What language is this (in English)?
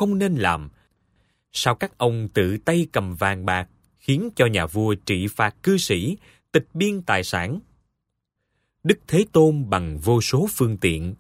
Vietnamese